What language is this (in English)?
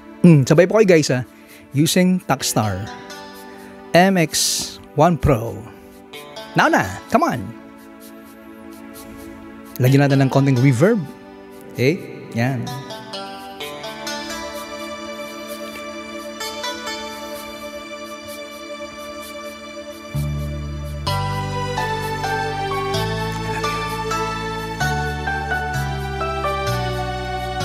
Filipino